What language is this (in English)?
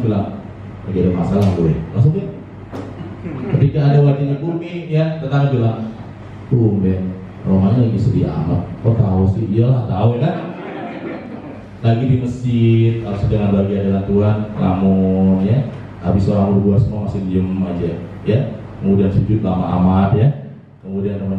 Indonesian